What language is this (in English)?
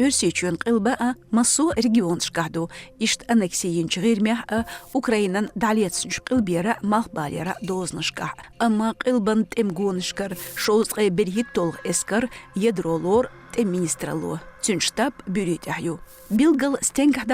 Chechen